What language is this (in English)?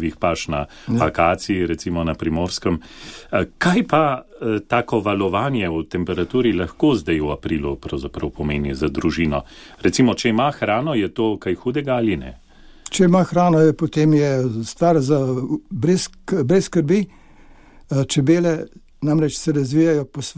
Slovenian